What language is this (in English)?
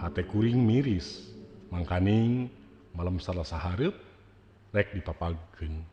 Sundanese